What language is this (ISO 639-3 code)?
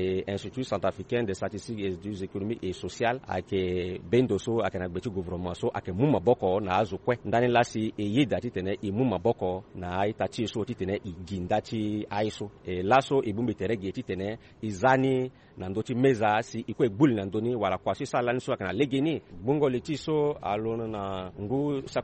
sag